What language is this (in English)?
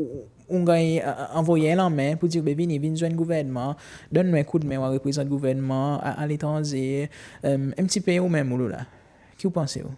Seselwa Creole French